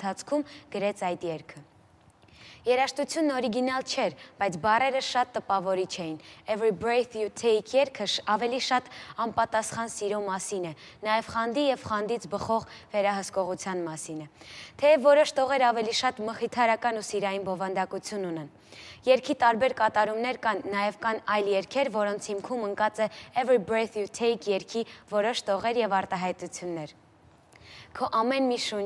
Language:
Armenian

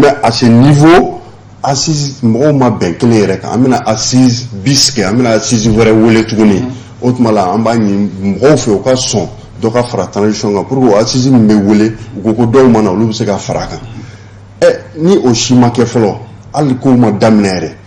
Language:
Bambara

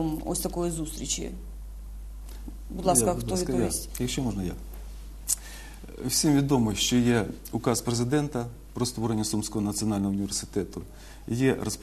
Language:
Ukrainian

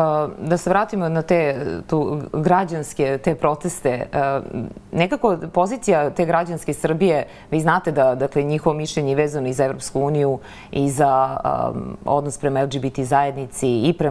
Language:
Serbian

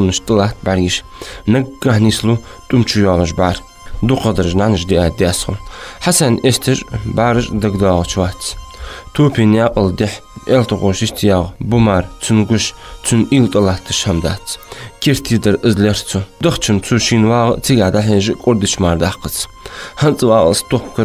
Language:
Ingush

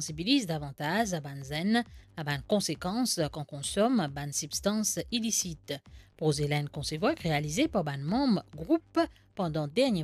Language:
Morisyen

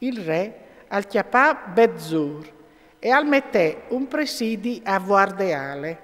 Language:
Friulian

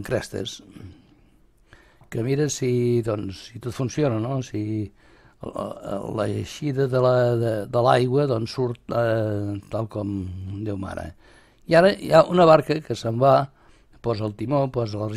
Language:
Catalan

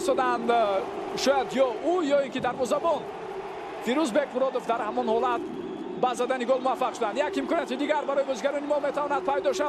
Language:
Tajik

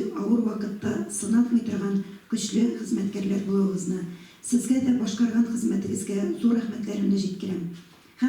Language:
Tatar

